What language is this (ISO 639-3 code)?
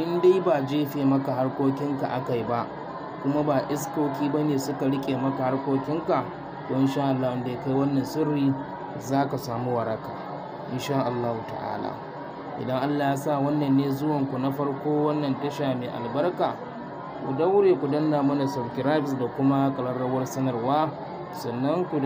hau